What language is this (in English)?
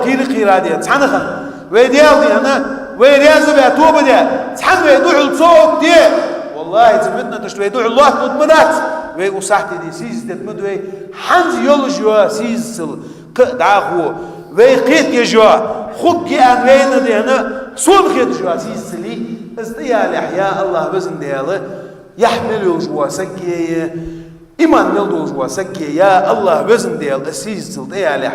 Ingush